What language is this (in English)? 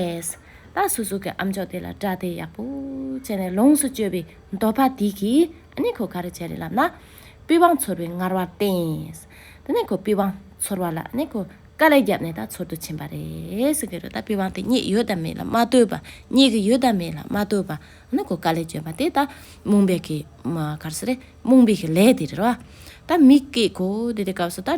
Tibetan